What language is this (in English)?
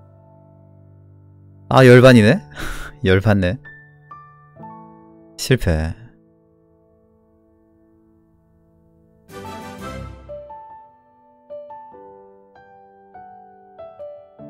Korean